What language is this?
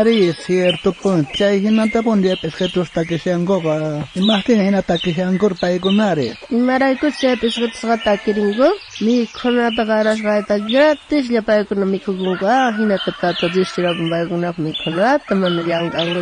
South Bolivian Quechua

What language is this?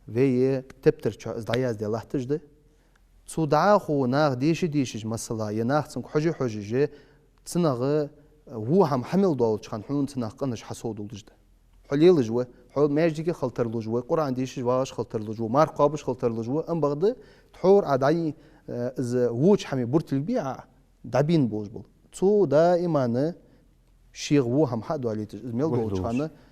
Ingush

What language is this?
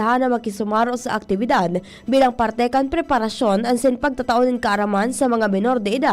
Bikol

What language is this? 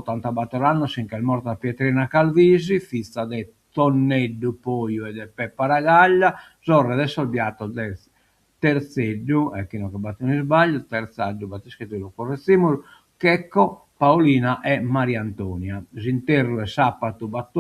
Sardinian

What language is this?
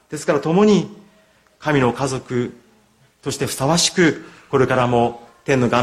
Japanese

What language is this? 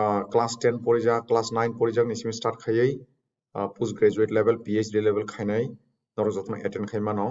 Kok Borok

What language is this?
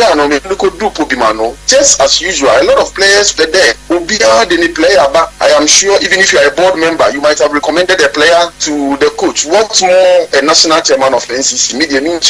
Akan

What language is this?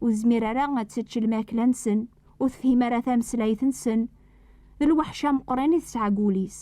Kabyle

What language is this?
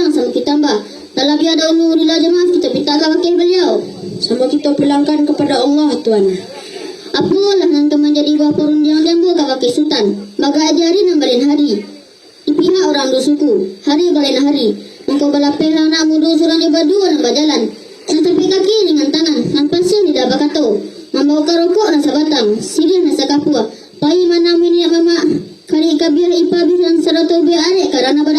Minangkabau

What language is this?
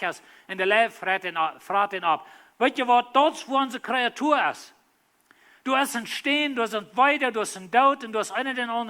Plautdietsch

